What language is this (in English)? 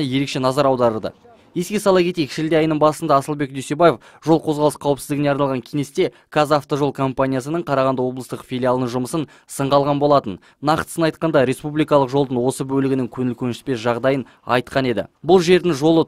Kazakh